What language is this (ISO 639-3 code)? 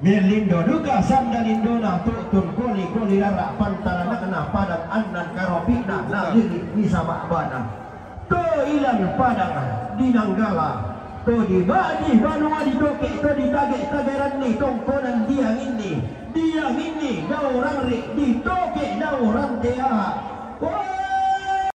sda